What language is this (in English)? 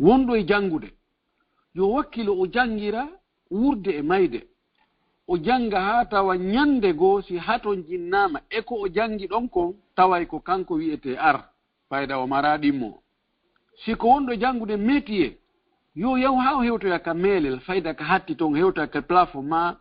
Fula